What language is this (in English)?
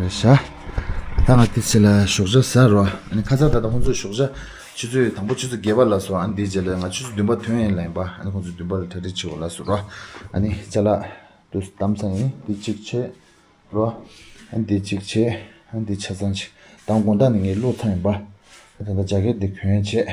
Tibetan